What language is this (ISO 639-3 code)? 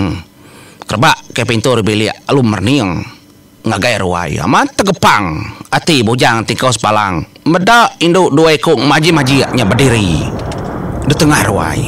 iba